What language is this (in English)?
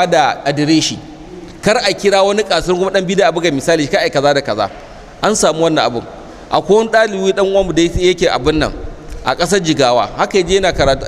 Hausa